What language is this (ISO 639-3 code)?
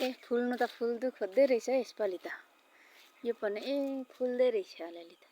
nep